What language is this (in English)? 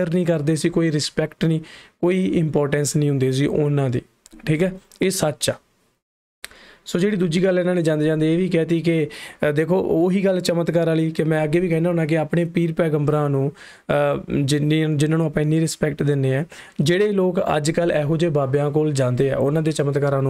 Punjabi